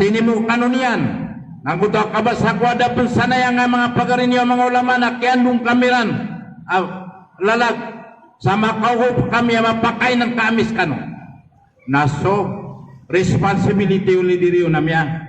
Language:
Maranao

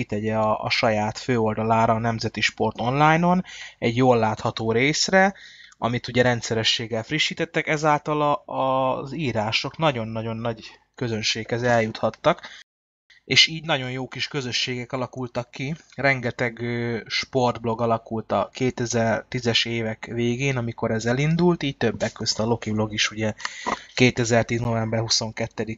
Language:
Hungarian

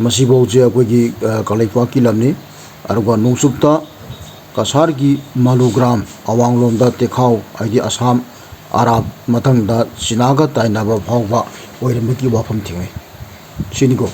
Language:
Manipuri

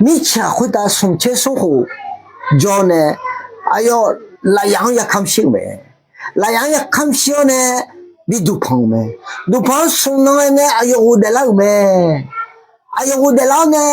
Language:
Akha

